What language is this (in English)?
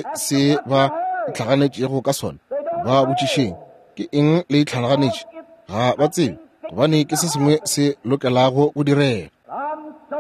Northern Sotho